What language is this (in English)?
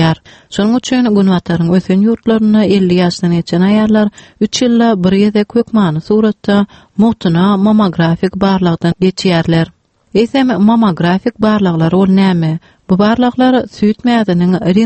Turkmen